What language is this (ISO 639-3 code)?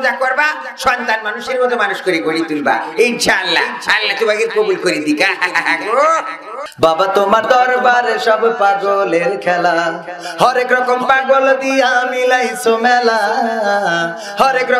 ben